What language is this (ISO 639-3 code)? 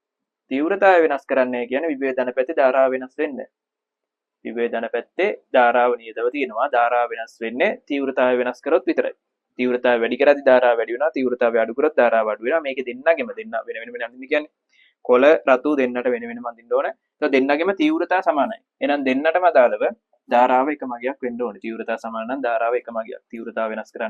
sin